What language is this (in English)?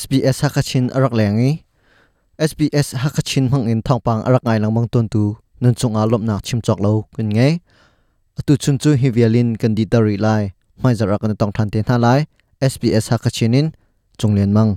Hakha Chin